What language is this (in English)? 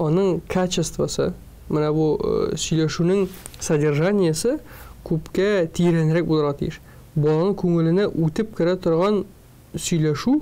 Tatar